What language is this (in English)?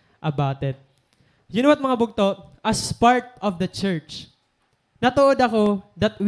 Waray